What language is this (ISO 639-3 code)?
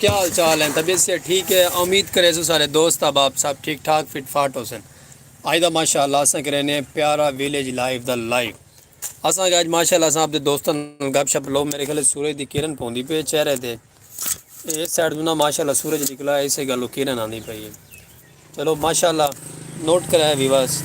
skr